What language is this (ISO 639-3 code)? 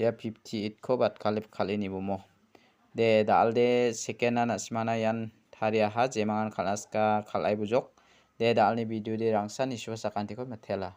grt